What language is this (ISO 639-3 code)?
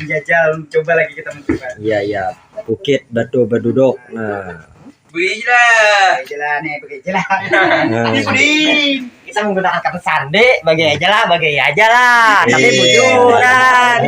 bjn